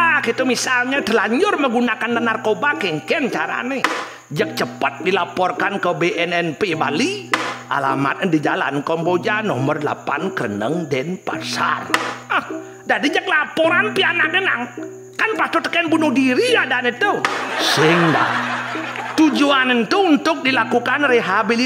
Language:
Balinese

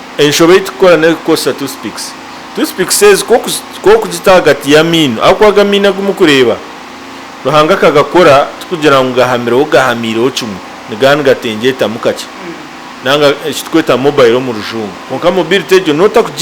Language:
Nyankole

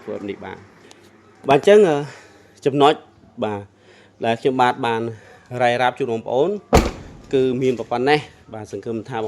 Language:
Khmer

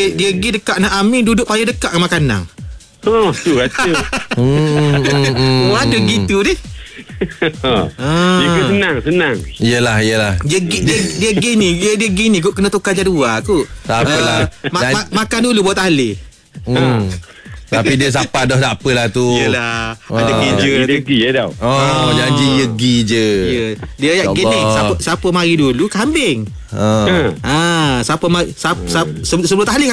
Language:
Malay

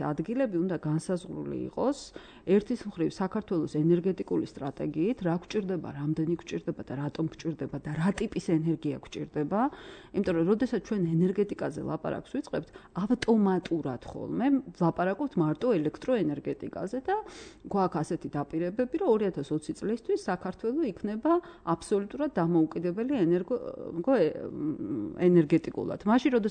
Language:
Georgian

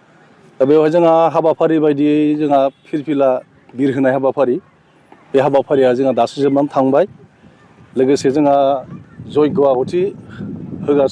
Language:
Bodo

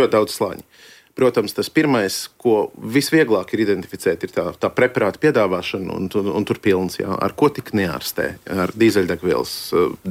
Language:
Latvian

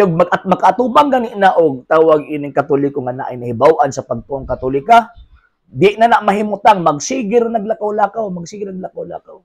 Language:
Cebuano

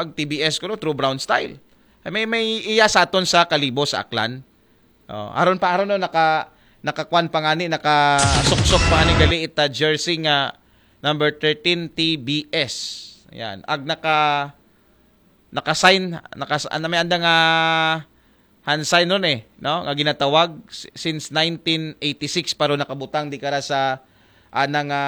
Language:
Aklanon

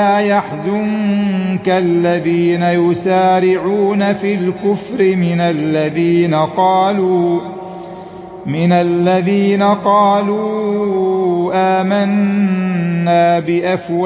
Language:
Arabic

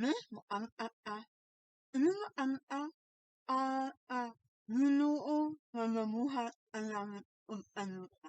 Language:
Cebuano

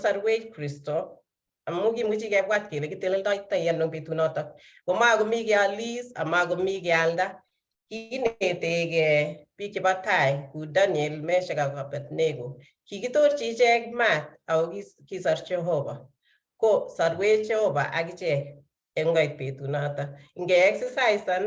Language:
Kalenjin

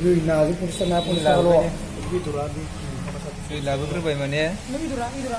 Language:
Bodo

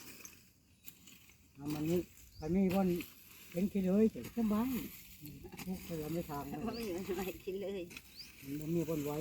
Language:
Northeastern Thai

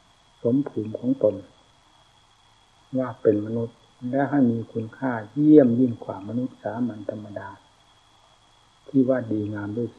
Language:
Thai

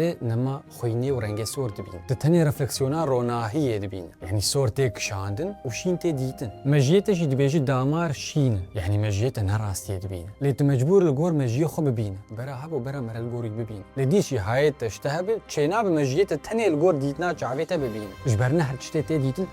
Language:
Kurdish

